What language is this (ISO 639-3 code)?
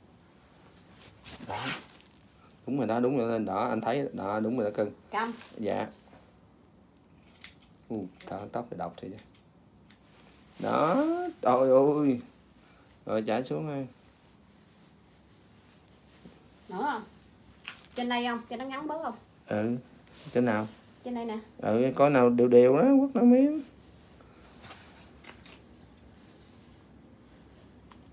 vie